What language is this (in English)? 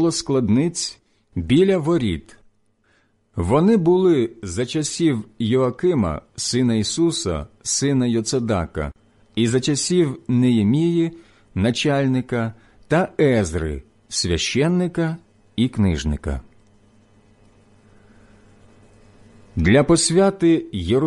Ukrainian